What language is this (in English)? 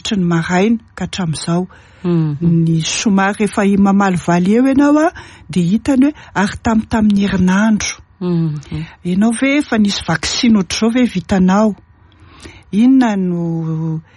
Malagasy